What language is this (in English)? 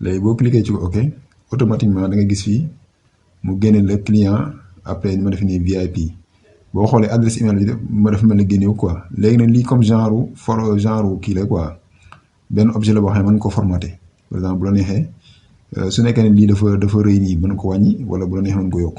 Wolof